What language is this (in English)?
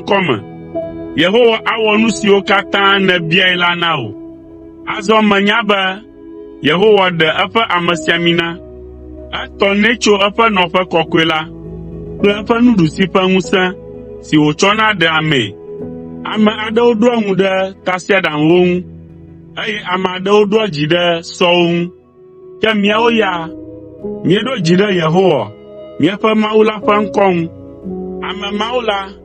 Ewe